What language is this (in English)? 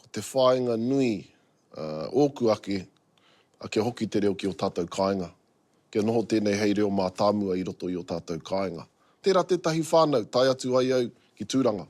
Māori